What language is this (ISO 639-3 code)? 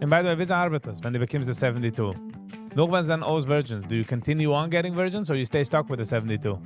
yid